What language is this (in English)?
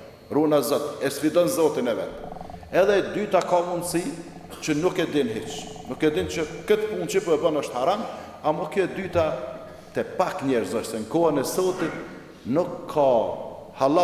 Albanian